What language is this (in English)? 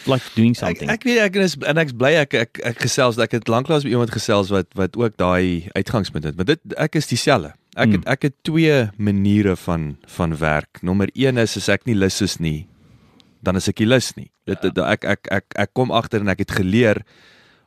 Afrikaans